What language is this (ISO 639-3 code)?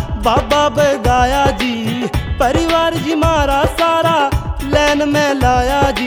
bgc